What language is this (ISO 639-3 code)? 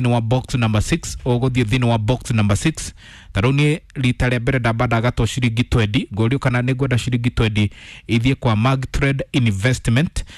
kik